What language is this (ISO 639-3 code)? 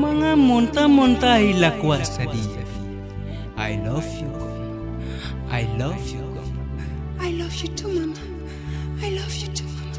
kha